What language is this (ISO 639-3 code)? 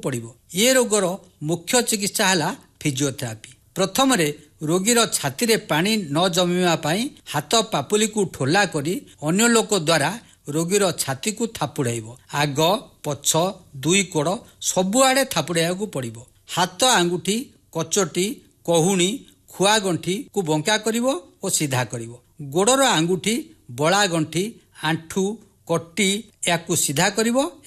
ori